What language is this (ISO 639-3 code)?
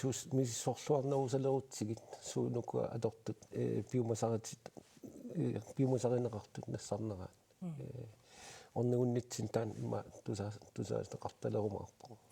kal